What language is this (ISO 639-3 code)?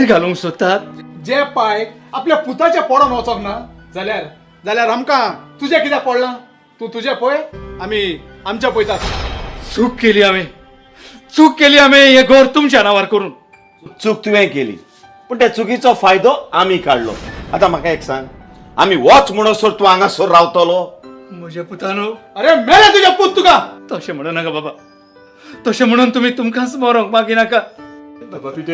kok